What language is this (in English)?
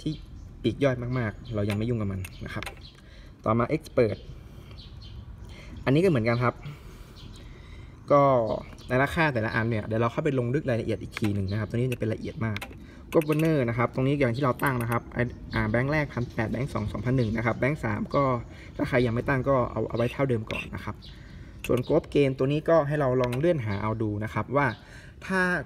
Thai